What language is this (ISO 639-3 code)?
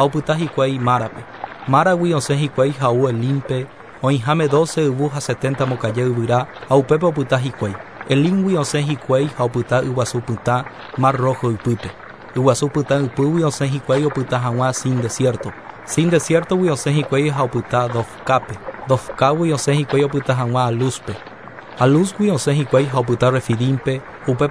grn